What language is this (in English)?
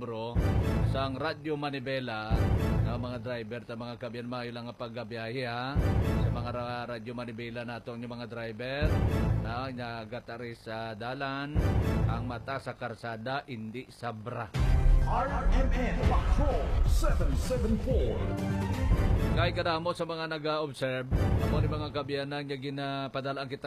Hiligaynon